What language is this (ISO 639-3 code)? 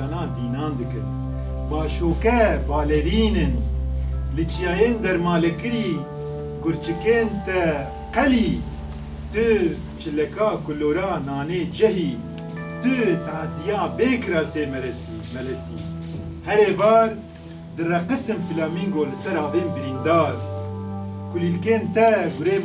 kur